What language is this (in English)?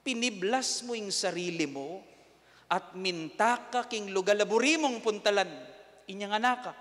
Pampanga